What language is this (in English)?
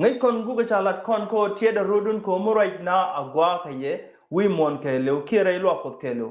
Nuer